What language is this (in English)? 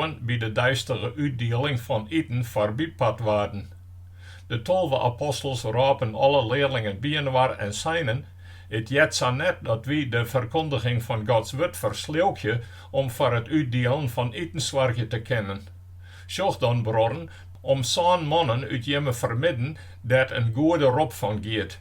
Western Frisian